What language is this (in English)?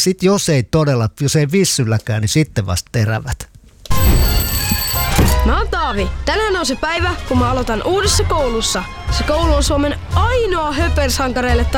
Finnish